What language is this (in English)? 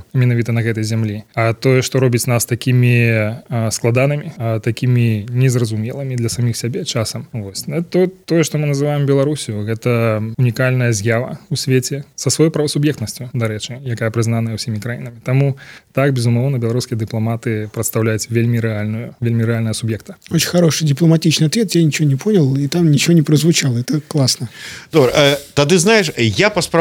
Belarusian